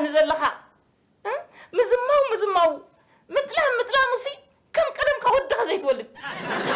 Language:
Tigrinya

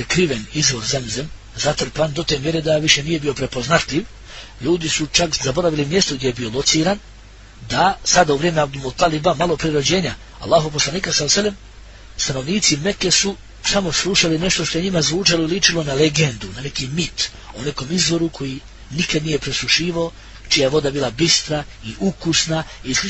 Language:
Bosnian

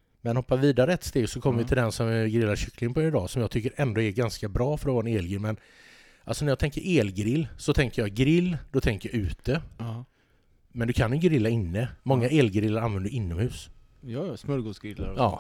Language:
Swedish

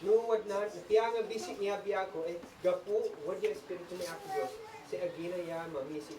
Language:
Isnag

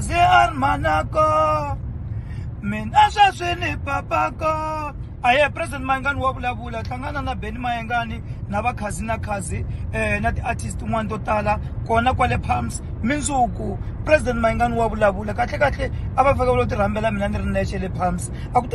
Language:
Tsonga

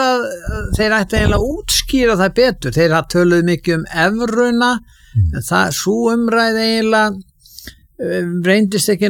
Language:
Icelandic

